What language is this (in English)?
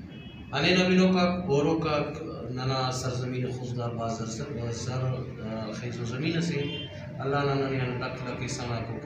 Brahui